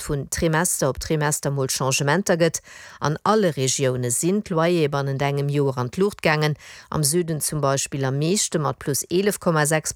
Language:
Luxembourgish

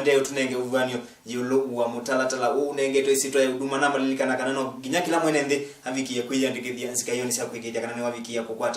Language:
Kamba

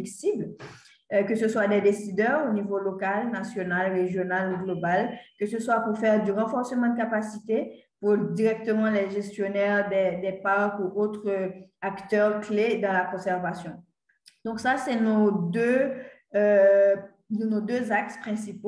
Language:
French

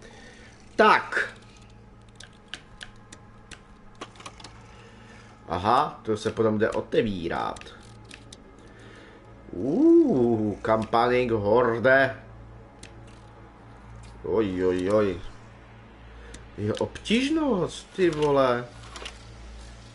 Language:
Czech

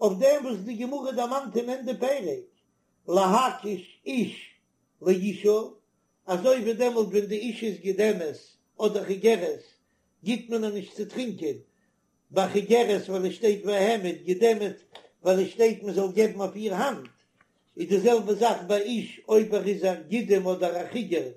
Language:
Yiddish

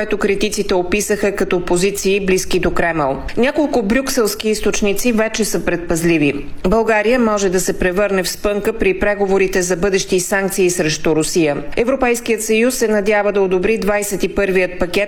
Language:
Bulgarian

